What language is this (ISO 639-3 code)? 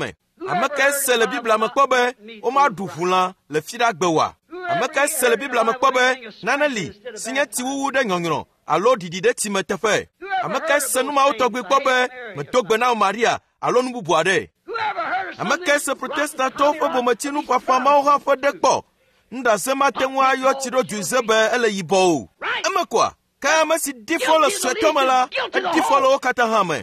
ewe